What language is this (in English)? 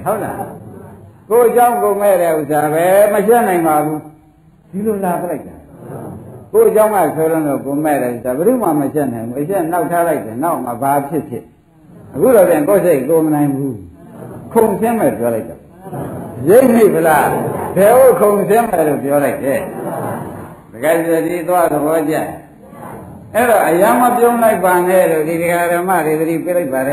Burmese